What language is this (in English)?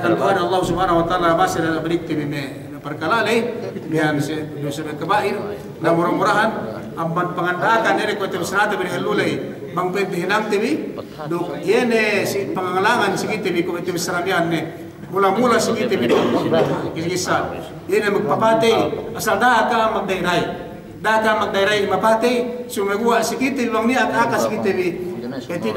Yakan